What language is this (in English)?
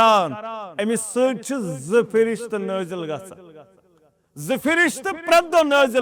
Kashmiri